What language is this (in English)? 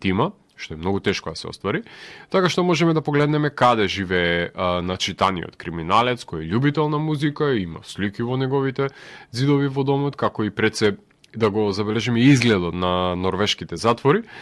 Macedonian